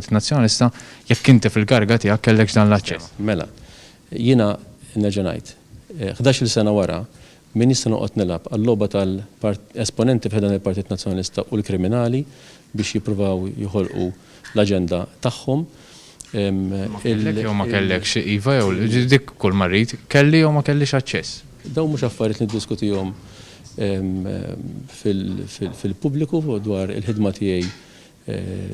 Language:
Maltese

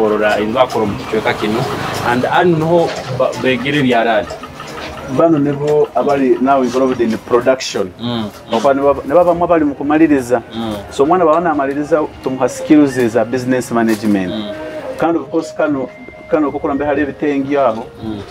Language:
Nyoro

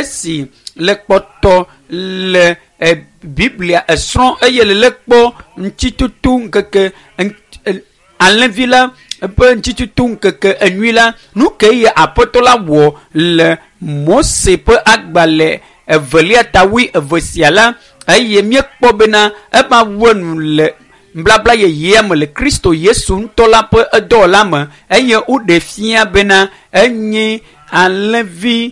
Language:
Ewe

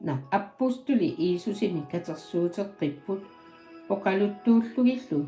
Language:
Kalaallisut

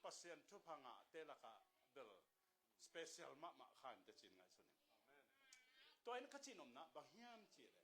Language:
Tedim Chin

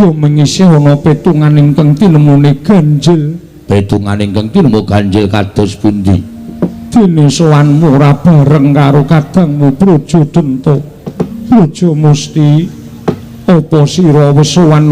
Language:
Javanese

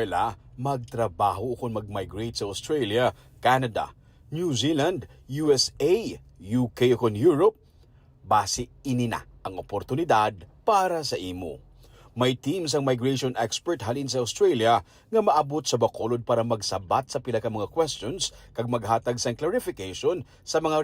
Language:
Hiligaynon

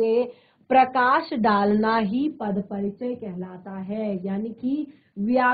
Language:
Hindi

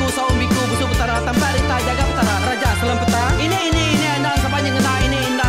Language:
Iban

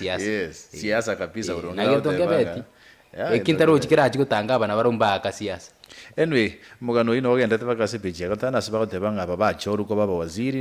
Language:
Gusii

